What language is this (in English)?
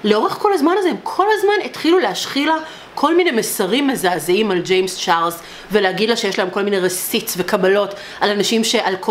Hebrew